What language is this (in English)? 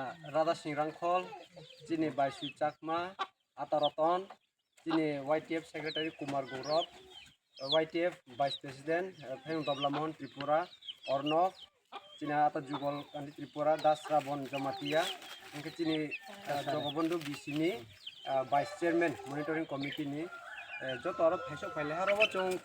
Kok Borok